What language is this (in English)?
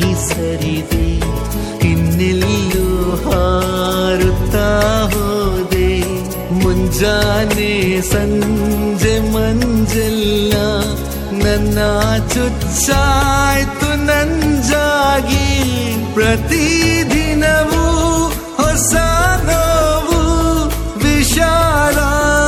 Kannada